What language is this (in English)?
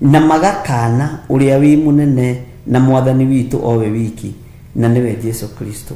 Kikuyu